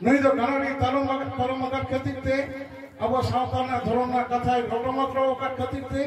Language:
Santali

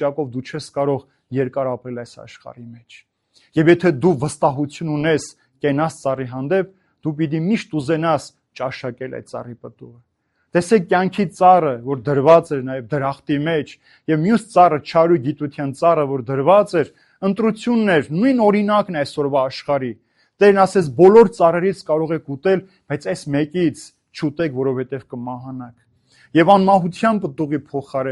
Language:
Armenian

